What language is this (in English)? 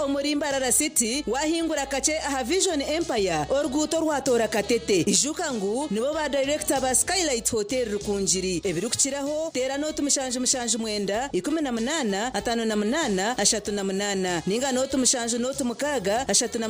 Nyankole